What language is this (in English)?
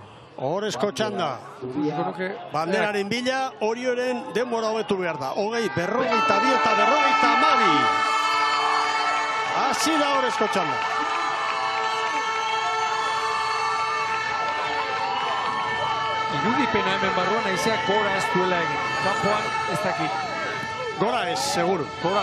Basque